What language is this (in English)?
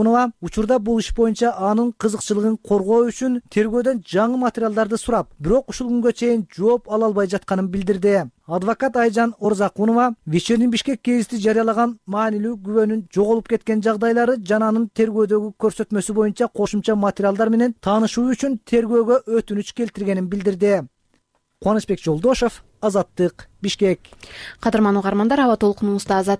Kyrgyz